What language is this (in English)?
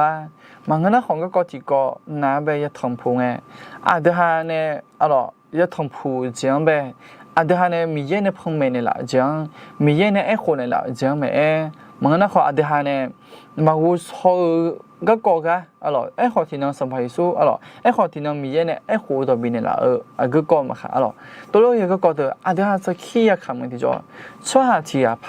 Akha